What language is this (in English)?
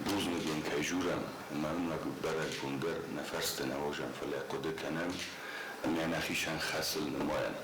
Ossetic